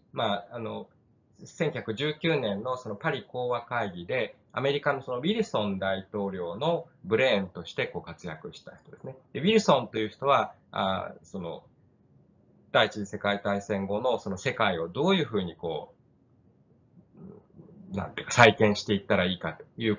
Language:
Japanese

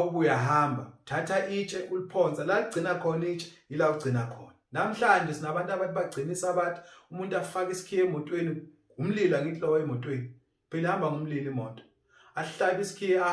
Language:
Zulu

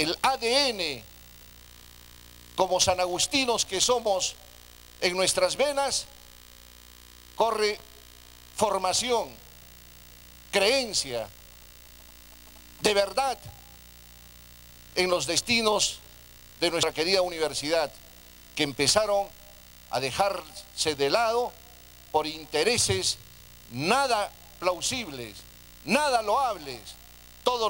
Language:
Spanish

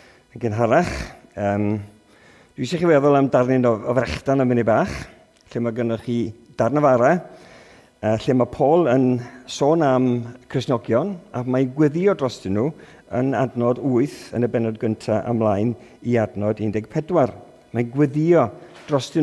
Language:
Welsh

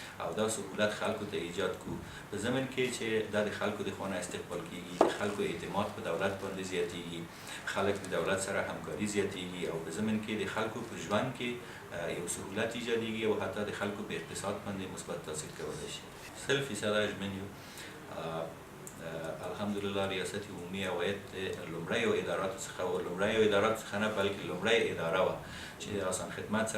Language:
Pashto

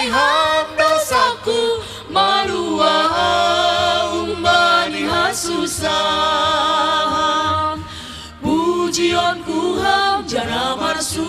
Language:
Batak Simalungun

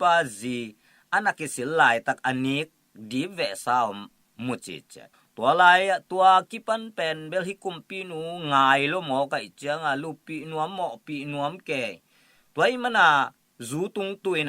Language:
Tedim Chin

